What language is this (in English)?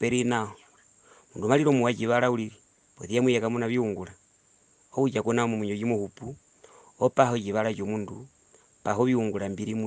Herero